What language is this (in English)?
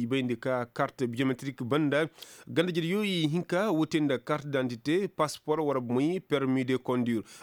Koyraboro Senni